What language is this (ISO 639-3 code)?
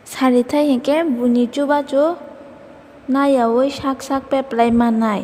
trp